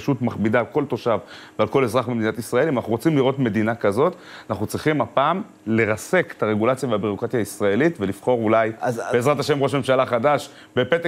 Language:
Hebrew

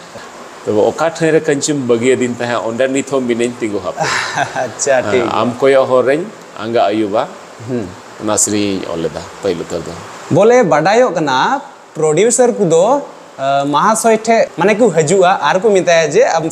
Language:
Santali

